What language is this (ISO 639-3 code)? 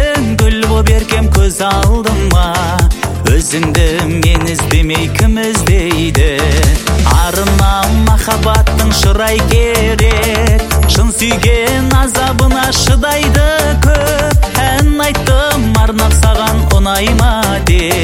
kaz